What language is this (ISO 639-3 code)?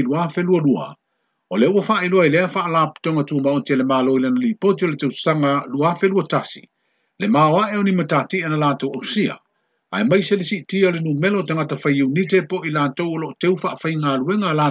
smo